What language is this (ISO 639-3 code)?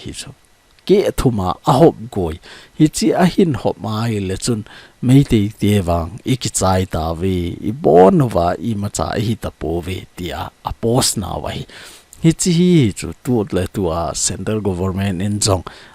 tcz